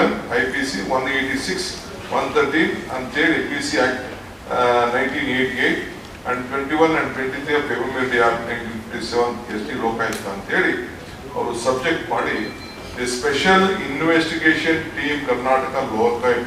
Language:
Kannada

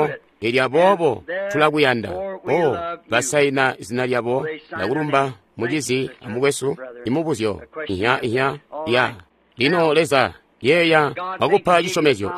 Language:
Tonga (Zambia)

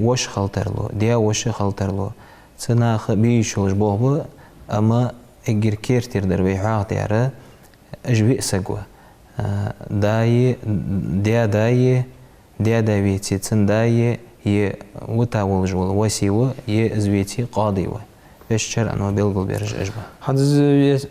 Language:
Ingush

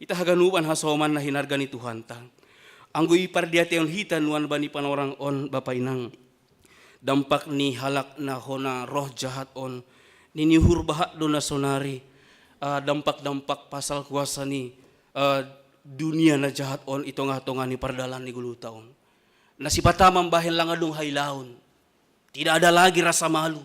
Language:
Batak Simalungun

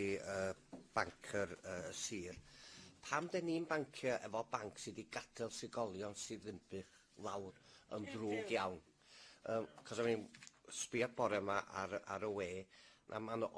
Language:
Welsh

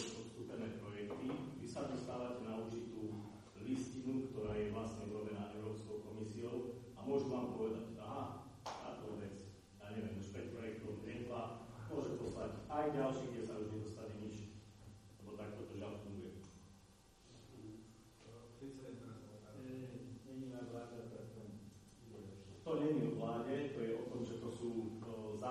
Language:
Slovak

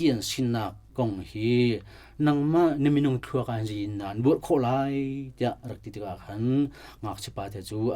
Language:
Hakha Chin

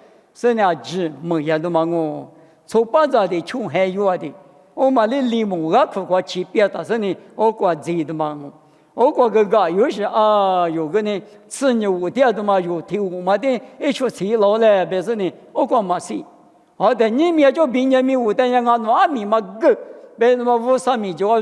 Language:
Lisu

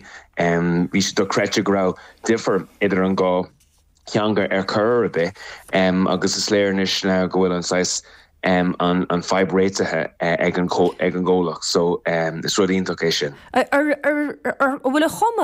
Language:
Irish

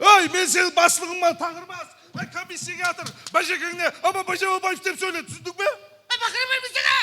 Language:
Kara-Kalpak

